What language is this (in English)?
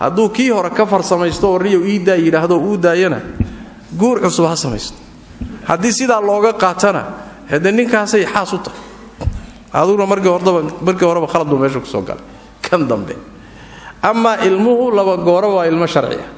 Somali